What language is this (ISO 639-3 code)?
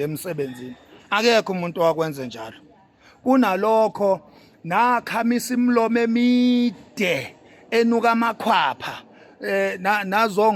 zul